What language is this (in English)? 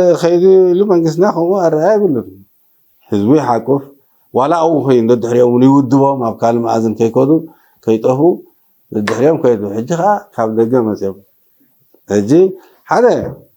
Tigrinya